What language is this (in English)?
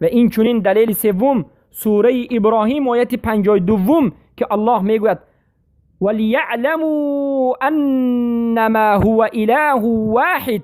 Persian